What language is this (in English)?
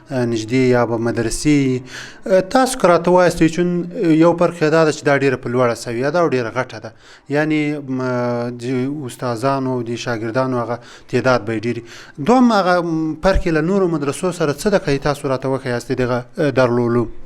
Pashto